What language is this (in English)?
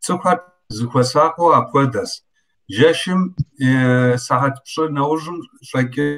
Kabardian